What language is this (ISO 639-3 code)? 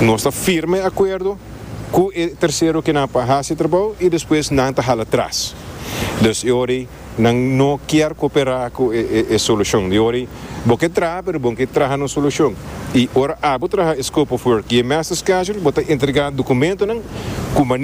pap